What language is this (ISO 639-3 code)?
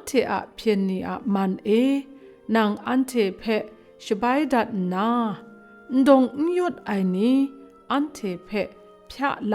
kac